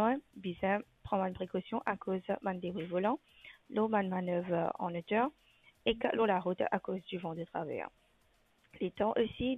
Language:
Morisyen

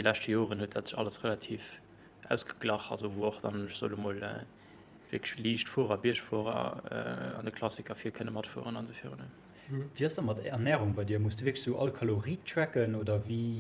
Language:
Luxembourgish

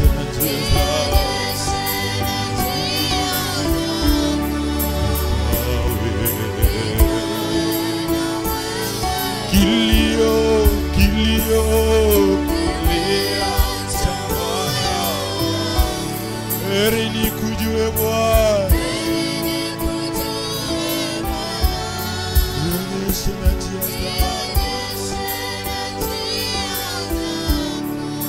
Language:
Swahili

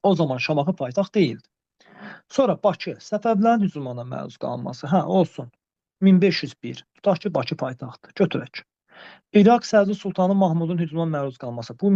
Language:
Azerbaijani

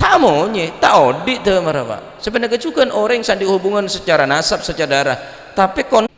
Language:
Madurese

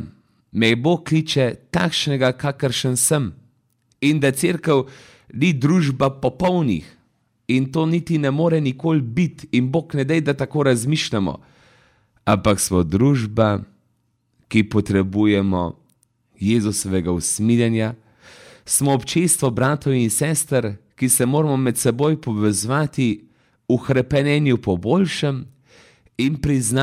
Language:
Slovenian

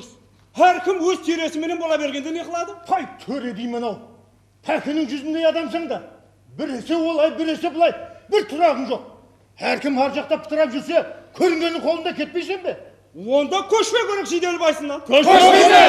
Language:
Kara-Kalpak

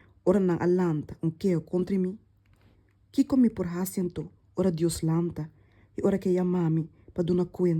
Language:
Papiamento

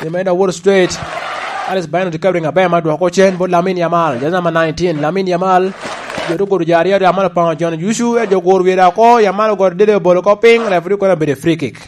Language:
Lango (Uganda)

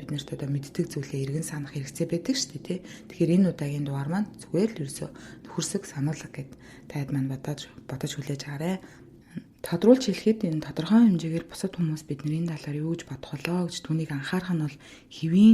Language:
Mongolian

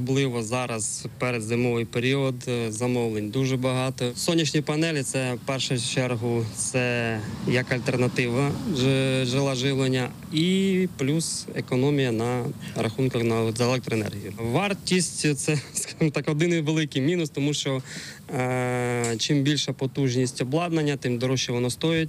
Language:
Ukrainian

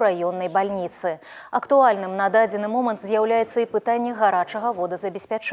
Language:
Belarusian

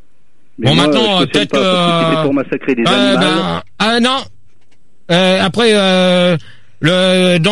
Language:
French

